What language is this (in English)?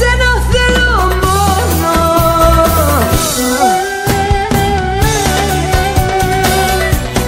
Greek